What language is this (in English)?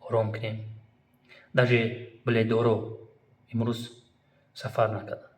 Tajik